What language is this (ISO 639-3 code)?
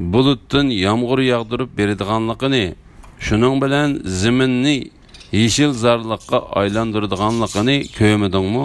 uig